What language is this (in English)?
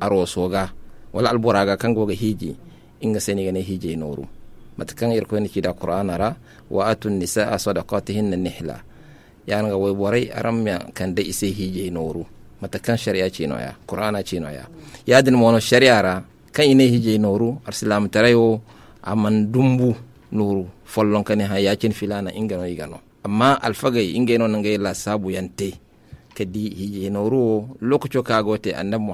Zarma